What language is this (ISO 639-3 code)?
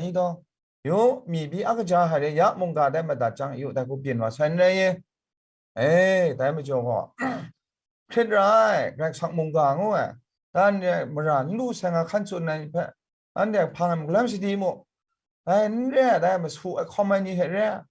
kac